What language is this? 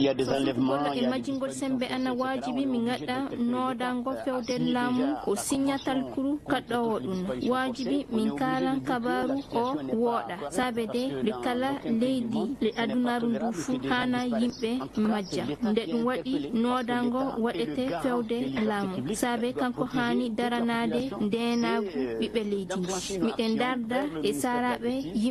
Maasina Fulfulde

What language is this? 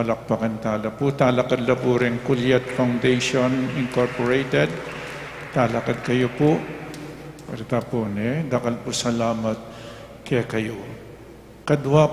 Pampanga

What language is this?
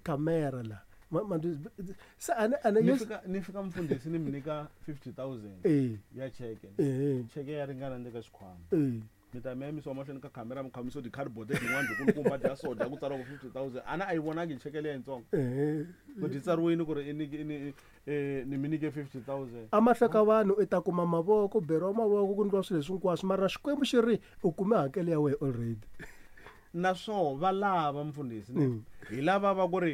Tsonga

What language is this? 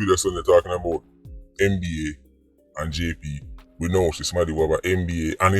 Jamaican Creole English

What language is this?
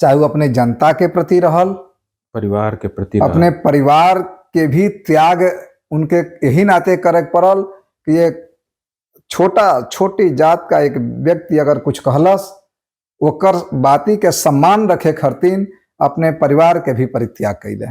Bhojpuri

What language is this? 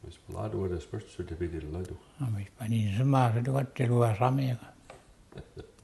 Mi'kmaw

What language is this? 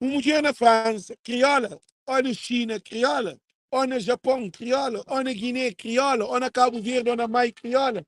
Kabuverdianu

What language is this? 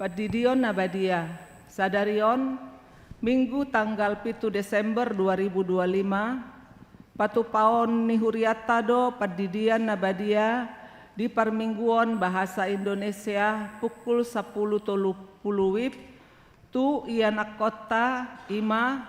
Batak Toba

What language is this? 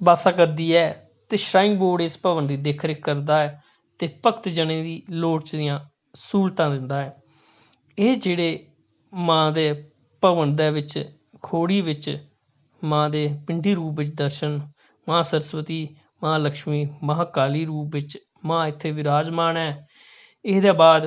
Dogri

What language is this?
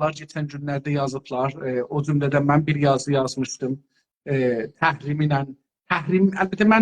South Azerbaijani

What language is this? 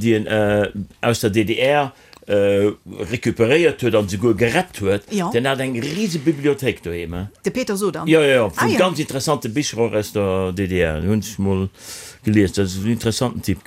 Luxembourgish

